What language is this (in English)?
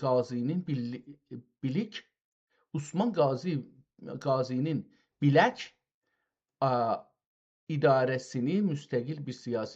South Azerbaijani